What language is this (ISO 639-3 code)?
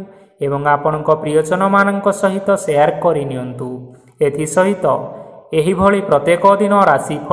ori